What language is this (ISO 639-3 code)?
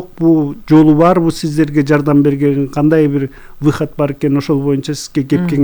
kir